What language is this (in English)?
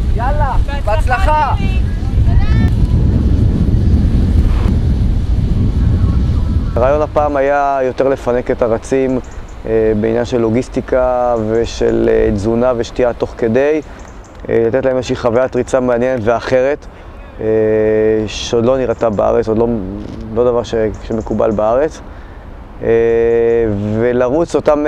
Hebrew